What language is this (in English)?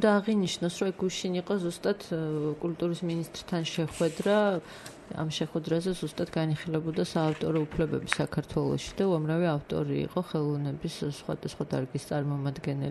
Georgian